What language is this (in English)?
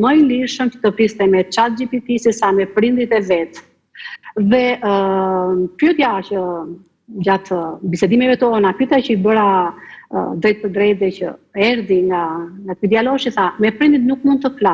Albanian